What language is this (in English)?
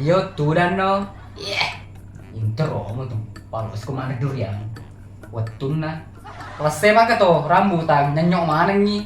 Buginese